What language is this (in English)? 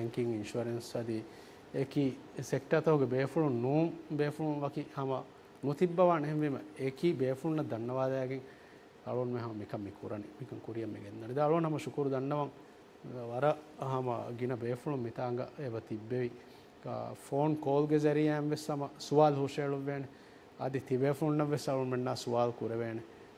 Divehi